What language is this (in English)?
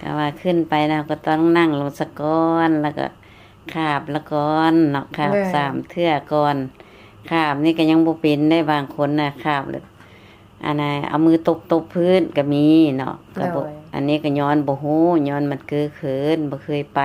Lao